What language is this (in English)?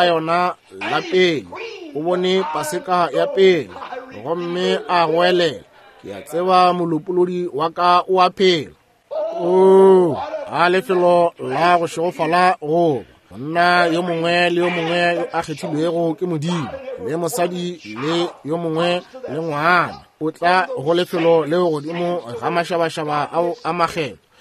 Northern Sotho